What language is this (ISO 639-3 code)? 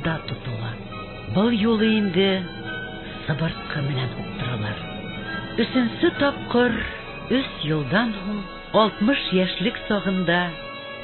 bak